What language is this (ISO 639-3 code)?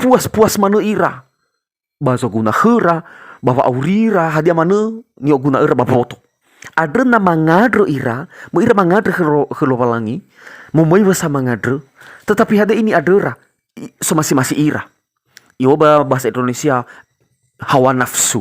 nia